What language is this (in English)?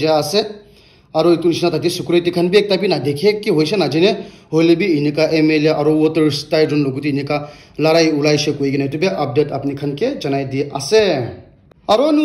Naga Pidgin